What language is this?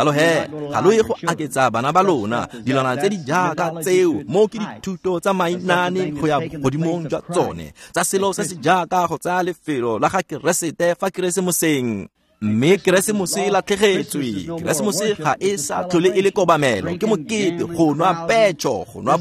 Tswana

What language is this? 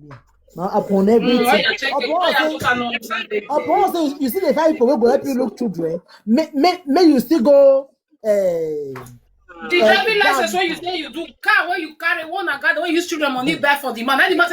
Nigerian Pidgin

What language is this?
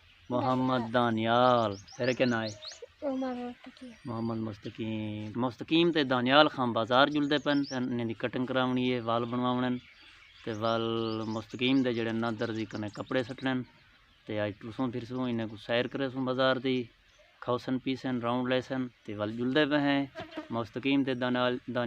Saraiki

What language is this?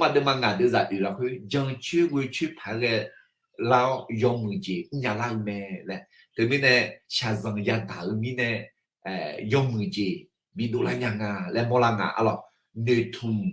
Akha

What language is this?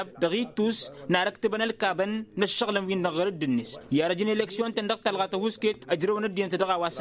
Tamasheq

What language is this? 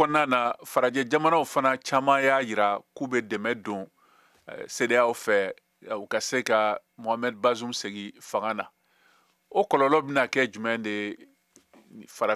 Bambara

